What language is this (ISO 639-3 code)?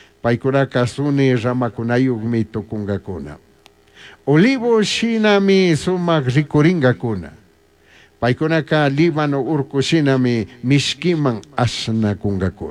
qug